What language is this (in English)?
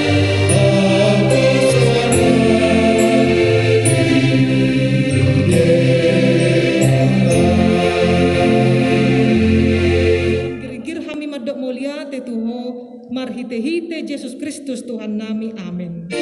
Batak Toba